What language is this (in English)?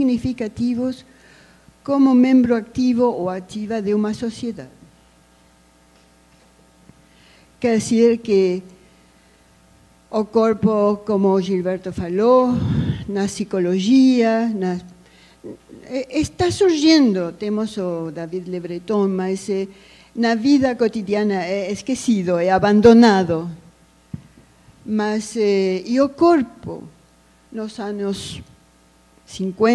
Portuguese